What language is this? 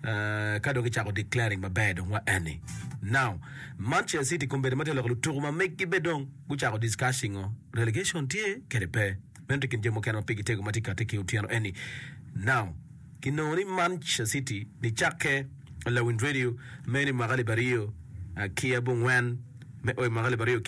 Acoli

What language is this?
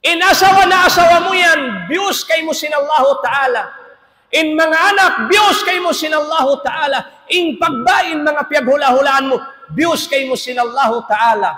Tausug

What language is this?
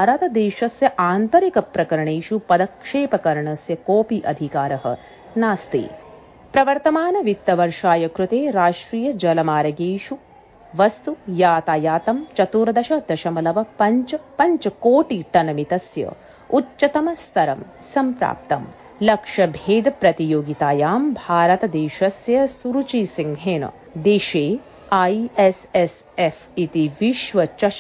Sanskrit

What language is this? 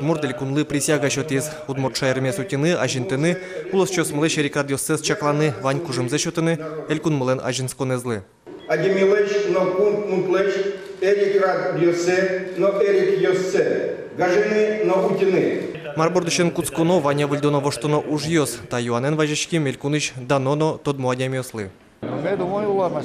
Udmurt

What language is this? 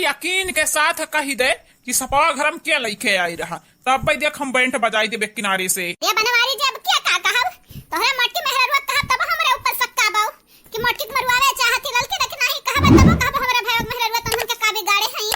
Awadhi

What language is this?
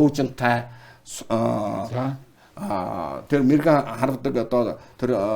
Mongolian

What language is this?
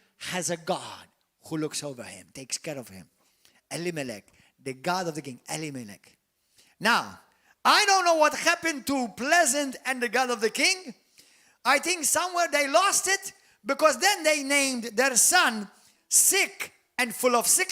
English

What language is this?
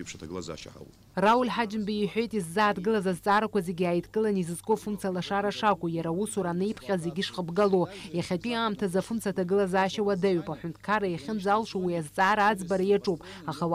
Abkhazian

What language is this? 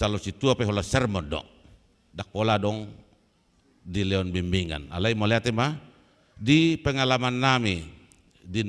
Batak Toba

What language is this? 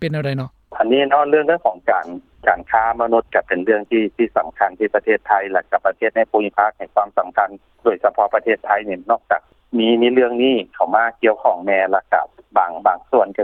Lao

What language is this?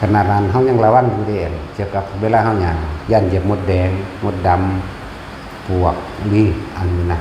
Northeastern Thai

